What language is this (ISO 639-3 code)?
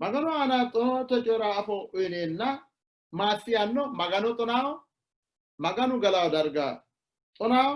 sid